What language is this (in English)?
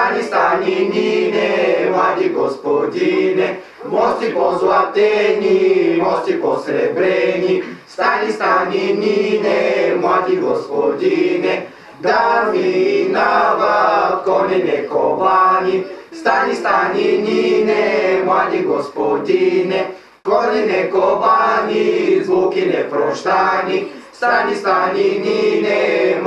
Bulgarian